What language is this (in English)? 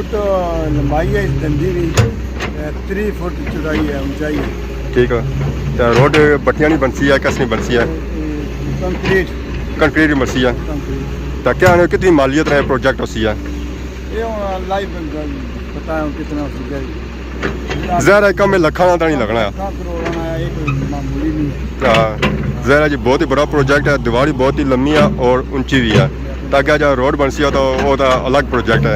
Pahari-Potwari